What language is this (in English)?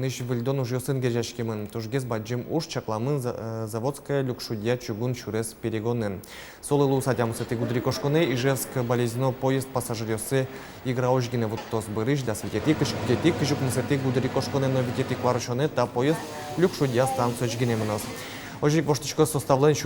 Udmurt